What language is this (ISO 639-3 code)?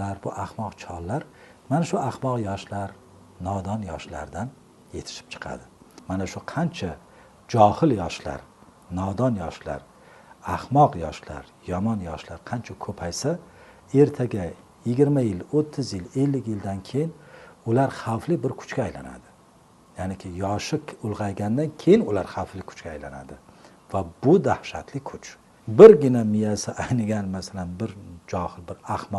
uzb